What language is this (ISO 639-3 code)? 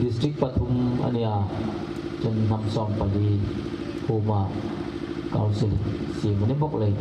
hmr